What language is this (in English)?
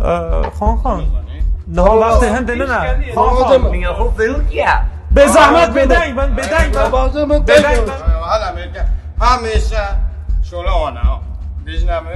Kurdish